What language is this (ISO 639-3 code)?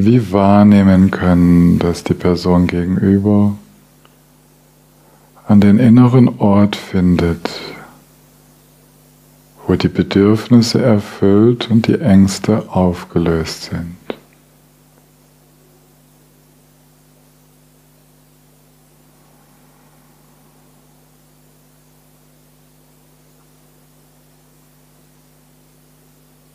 deu